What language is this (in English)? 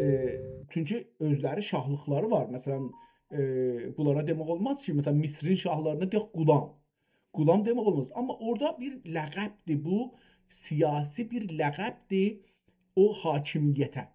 South Azerbaijani